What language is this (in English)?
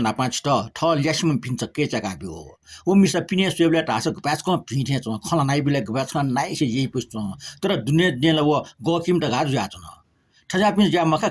Newari